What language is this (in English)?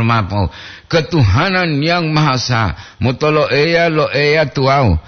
Gorontalo